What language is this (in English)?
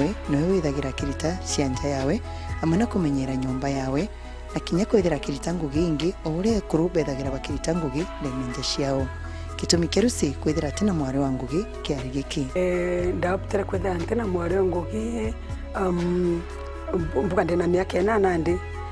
Meru